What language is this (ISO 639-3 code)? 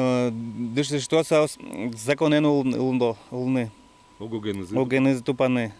udm